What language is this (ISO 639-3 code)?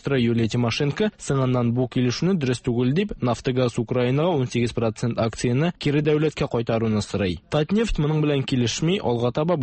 tat